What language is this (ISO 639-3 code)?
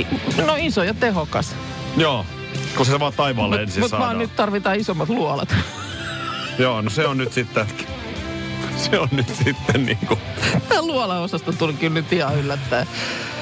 fin